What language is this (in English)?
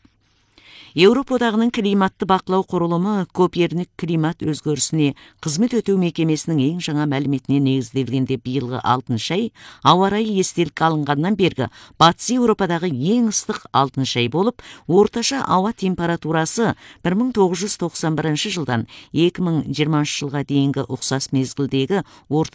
Kazakh